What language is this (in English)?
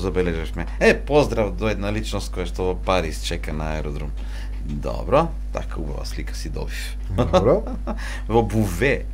Macedonian